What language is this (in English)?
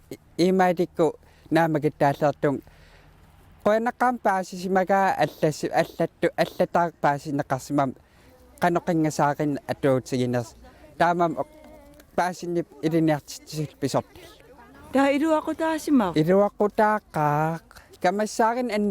Kalaallisut